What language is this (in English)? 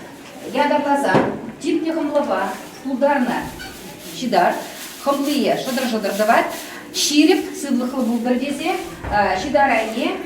Chuvash